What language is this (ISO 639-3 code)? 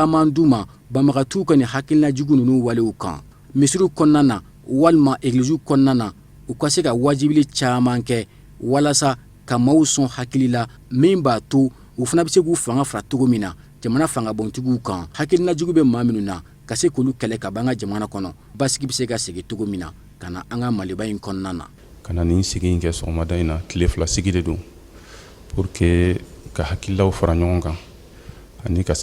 bam